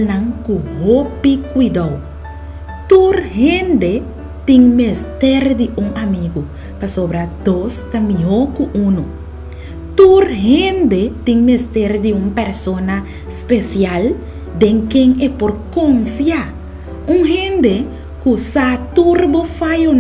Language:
Papiamento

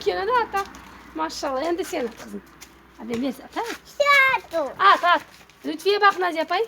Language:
Crimean Tatar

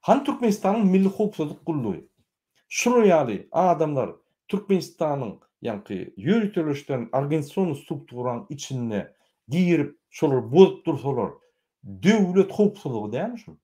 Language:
Turkmen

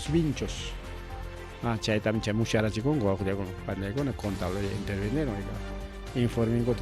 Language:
Ayacucho Quechua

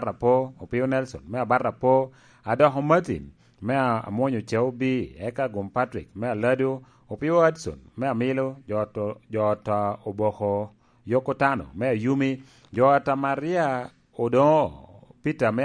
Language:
Lango (Uganda)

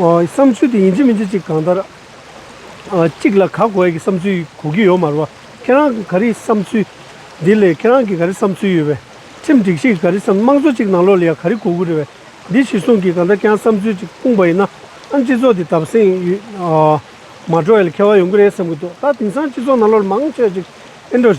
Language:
Tibetan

